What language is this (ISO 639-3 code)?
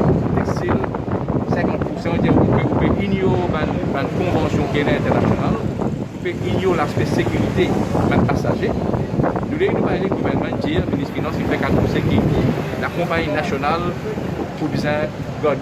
mfe